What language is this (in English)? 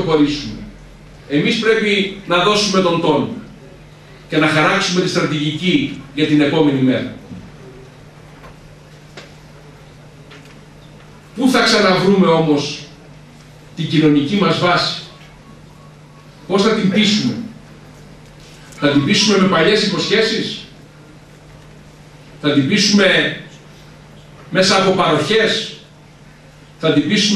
Greek